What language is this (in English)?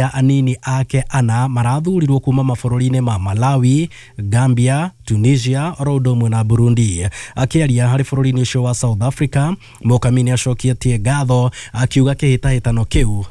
Kikuyu